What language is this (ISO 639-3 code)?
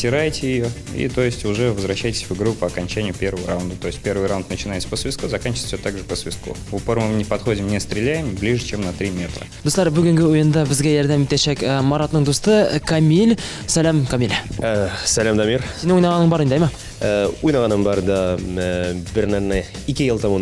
tat